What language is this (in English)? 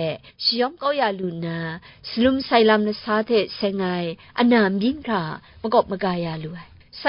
Kachin